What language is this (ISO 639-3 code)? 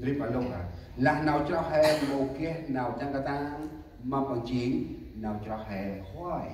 cmo